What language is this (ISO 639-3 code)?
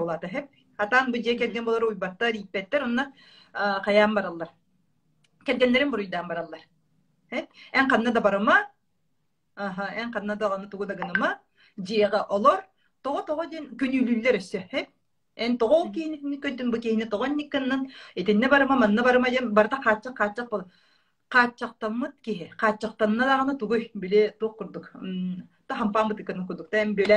sah